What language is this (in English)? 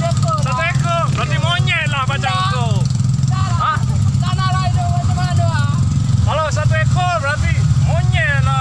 Sasak